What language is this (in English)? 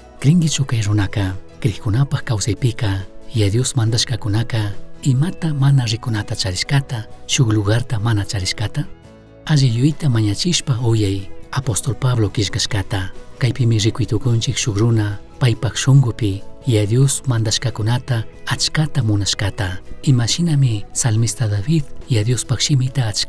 Chimborazo Highland Quichua